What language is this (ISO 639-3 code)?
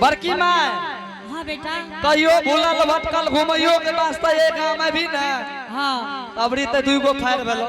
anp